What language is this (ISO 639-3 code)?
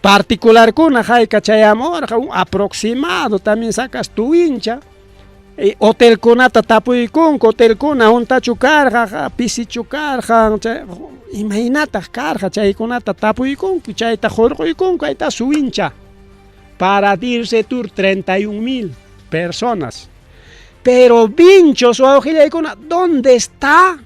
quy